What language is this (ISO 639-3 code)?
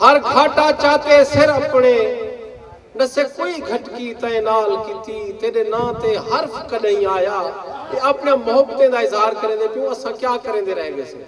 skr